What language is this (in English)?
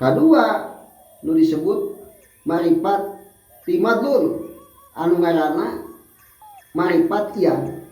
Sundanese